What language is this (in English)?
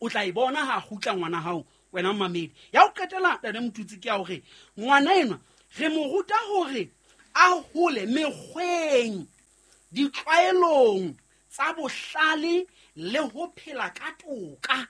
Southern Sotho